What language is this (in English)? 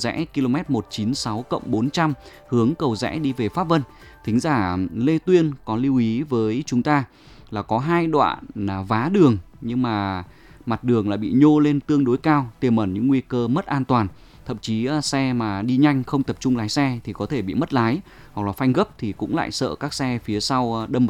Vietnamese